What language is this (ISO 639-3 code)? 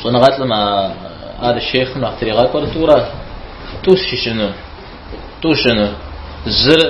kbd